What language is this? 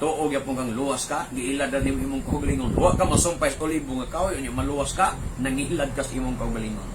Cebuano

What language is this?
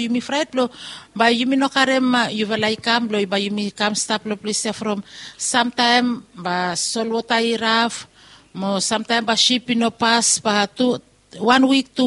Bislama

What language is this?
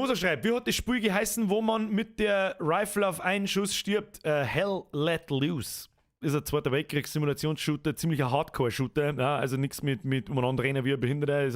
Bavarian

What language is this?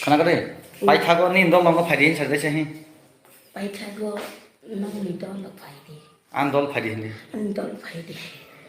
Kok Borok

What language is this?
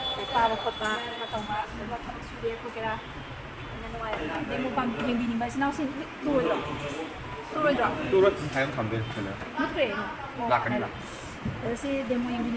Manipuri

